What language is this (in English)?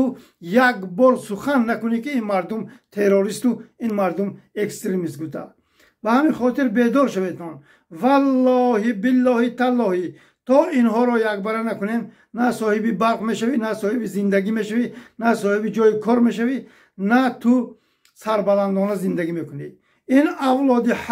Tajik